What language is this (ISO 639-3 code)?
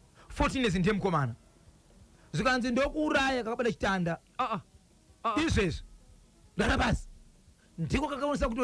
sna